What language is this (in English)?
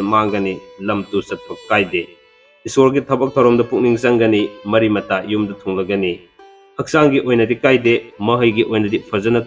Manipuri